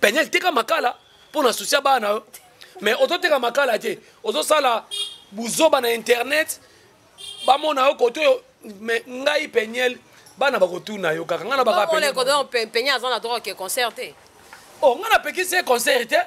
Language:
Lingala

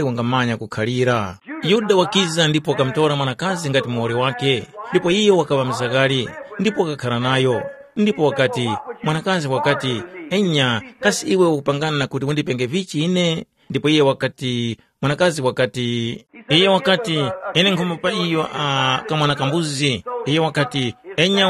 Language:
Tumbuka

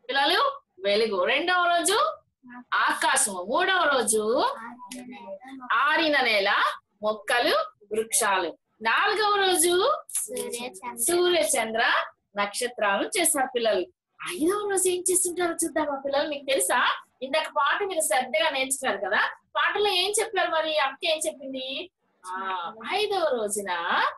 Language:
Telugu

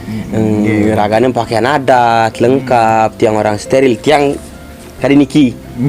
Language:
Balinese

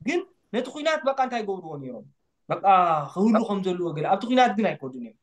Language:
Tigrinya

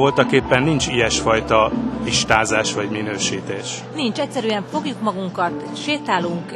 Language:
Hungarian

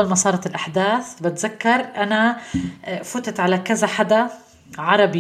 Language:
North Levantine Arabic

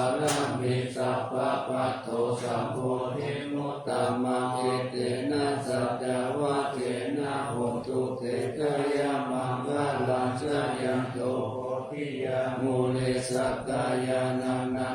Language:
Pali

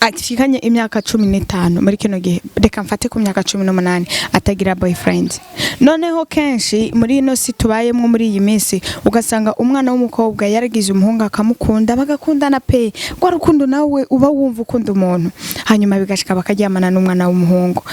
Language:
Rundi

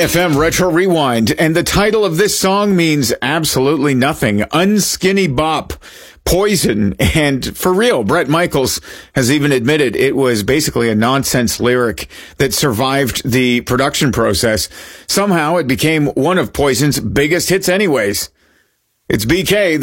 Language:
English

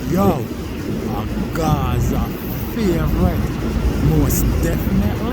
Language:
Jamaican Creole English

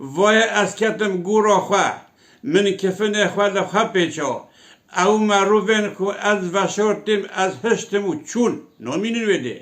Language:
Kurdish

